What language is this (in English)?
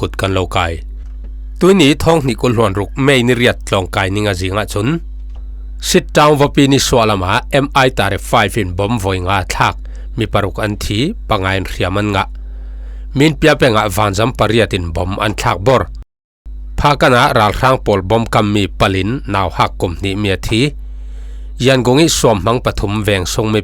Falam Chin